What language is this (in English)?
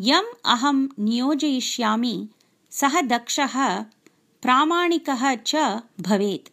Sanskrit